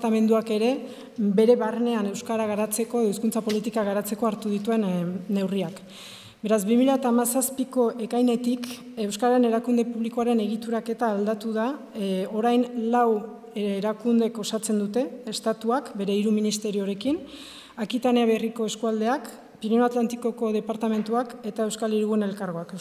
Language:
Basque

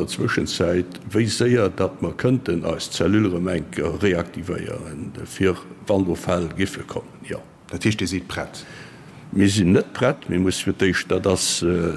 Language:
Luxembourgish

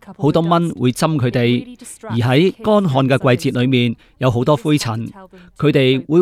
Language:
Cantonese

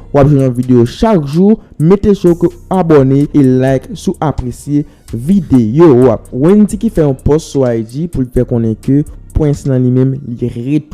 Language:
Haitian Creole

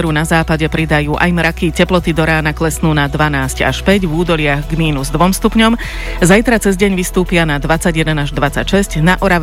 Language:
Slovak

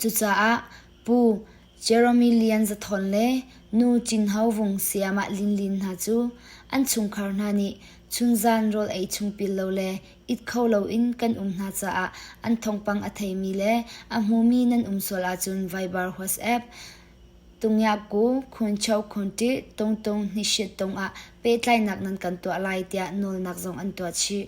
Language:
Hakha Chin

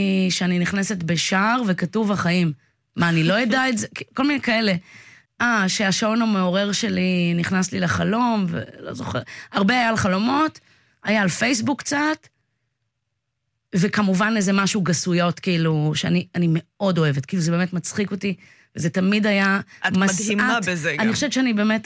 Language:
Hebrew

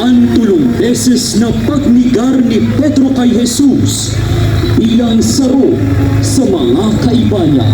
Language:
Bikol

